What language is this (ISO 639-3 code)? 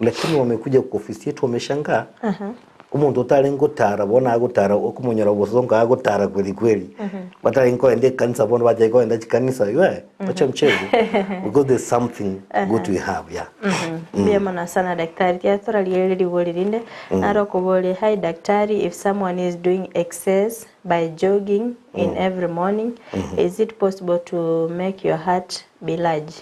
guz